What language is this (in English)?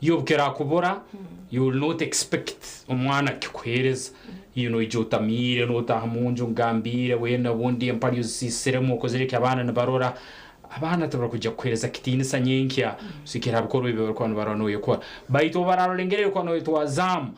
Nyankole